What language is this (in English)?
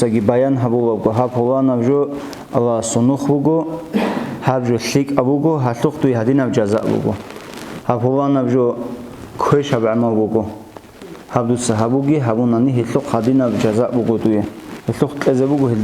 Avaric